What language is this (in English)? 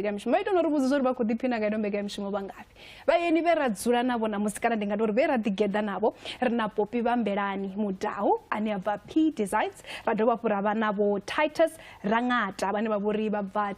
Venda